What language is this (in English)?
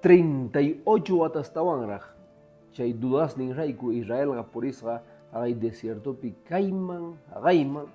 Quechua